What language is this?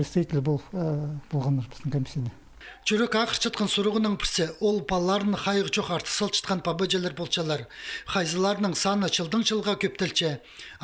Khakas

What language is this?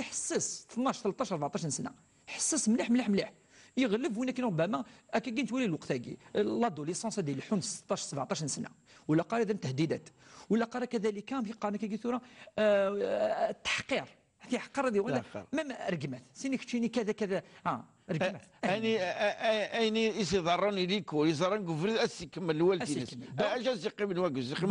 Kabyle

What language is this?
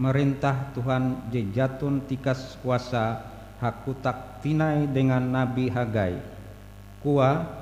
Ngaju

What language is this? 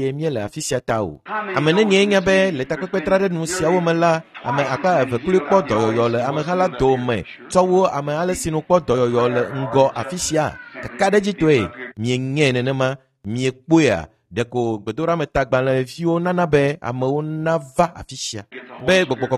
Ewe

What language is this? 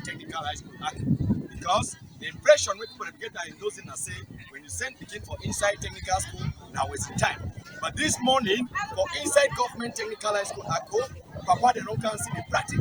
Cameroon Pidgin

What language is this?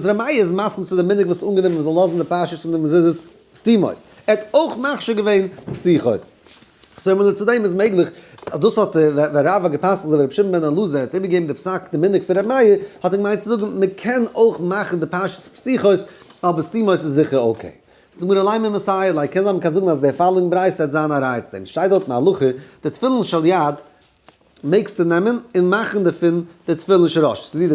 Yiddish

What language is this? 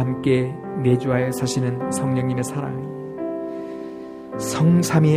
Korean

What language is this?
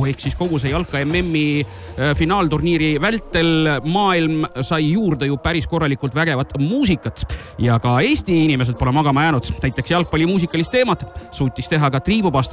Estonian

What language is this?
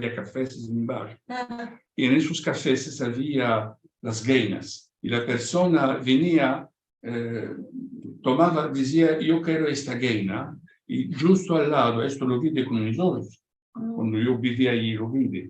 Ladino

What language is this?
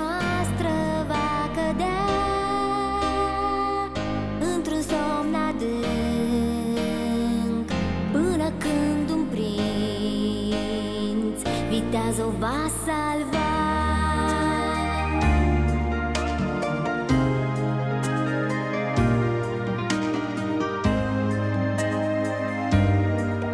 Romanian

